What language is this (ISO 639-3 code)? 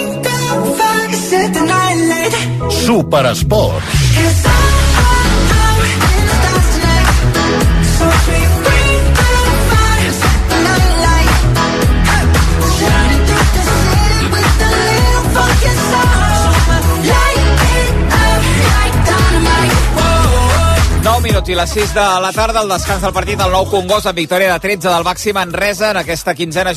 cat